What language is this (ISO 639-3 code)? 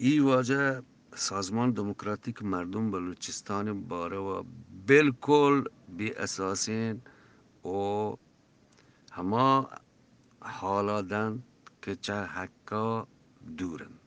bgp